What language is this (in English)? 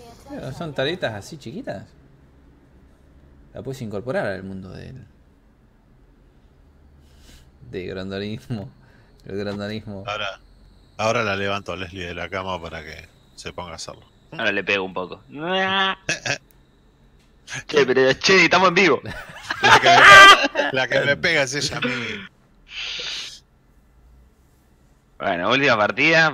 Spanish